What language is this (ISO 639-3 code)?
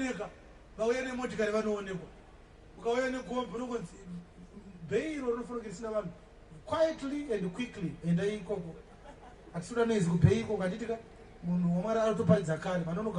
sna